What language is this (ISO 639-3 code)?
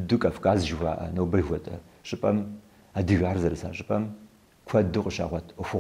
kbd